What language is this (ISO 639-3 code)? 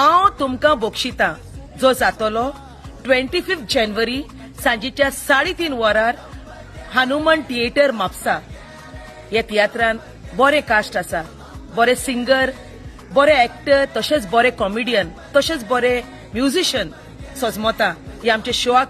kok